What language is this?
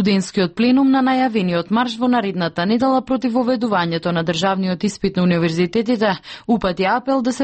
Macedonian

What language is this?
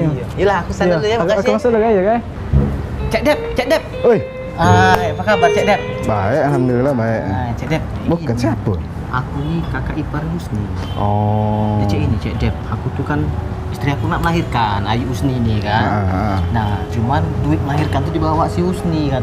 Musi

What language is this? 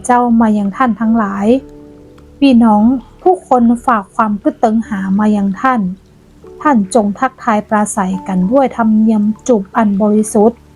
Northern Thai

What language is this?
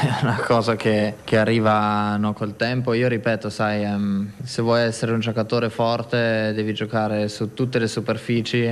Italian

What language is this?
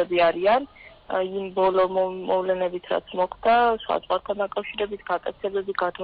Georgian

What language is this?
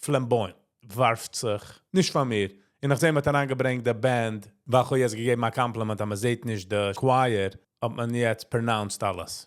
Yiddish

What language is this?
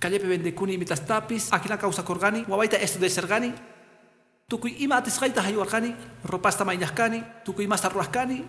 Quechua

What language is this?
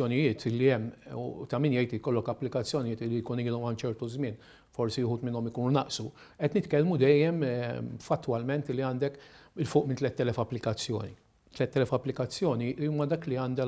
Maltese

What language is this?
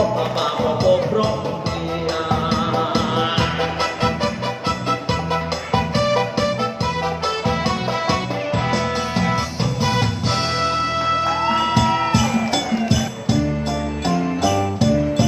Thai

